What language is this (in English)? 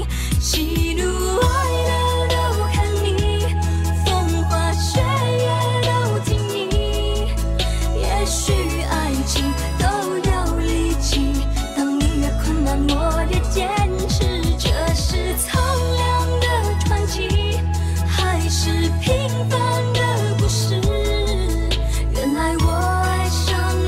Chinese